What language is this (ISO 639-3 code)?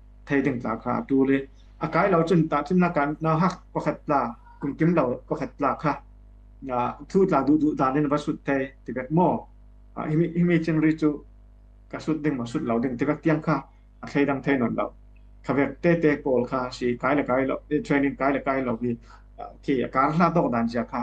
cfm